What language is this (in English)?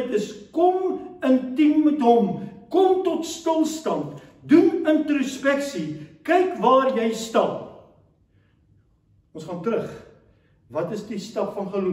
Afrikaans